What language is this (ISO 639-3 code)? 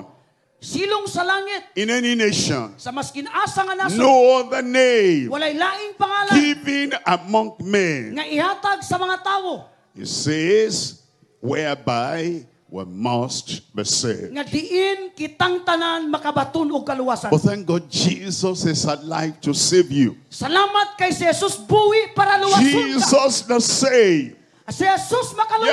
ceb